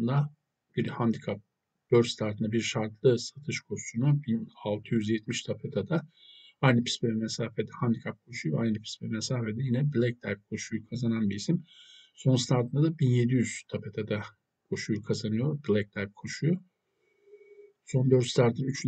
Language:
Turkish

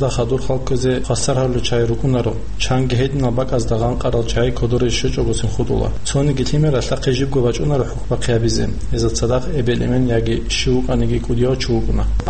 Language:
Avaric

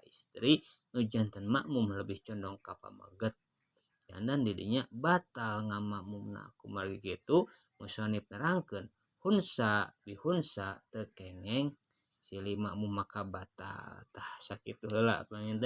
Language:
Sundanese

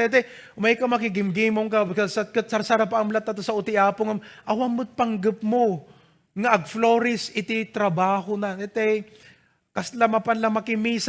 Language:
Iloko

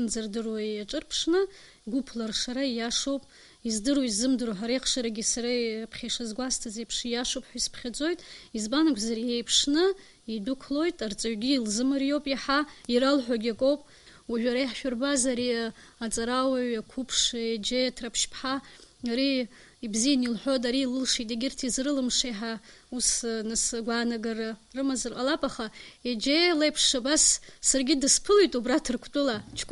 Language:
Abkhazian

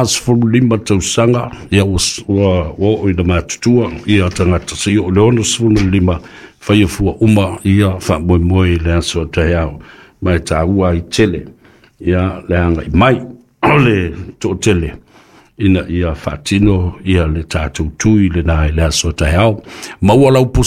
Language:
Samoan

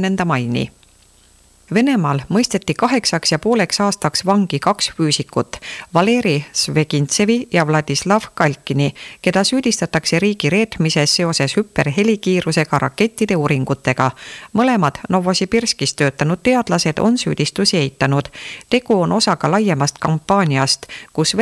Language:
Estonian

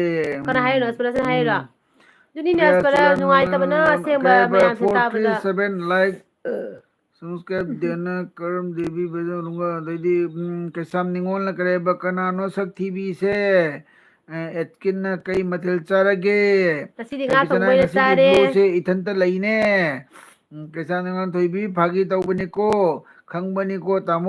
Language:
Manipuri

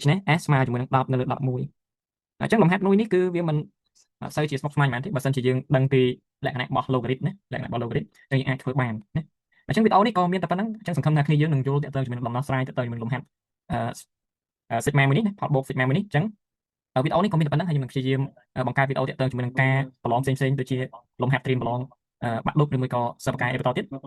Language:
Khmer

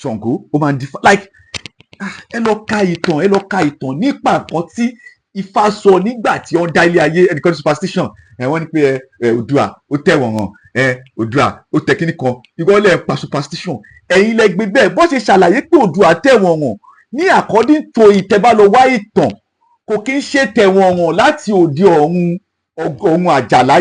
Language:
Yoruba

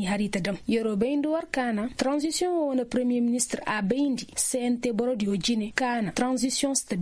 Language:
Koyraboro Senni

